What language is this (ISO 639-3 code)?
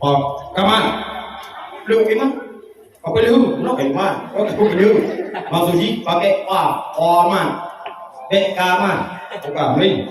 ace